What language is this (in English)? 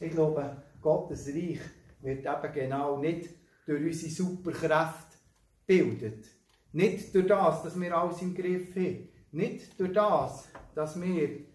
Swiss German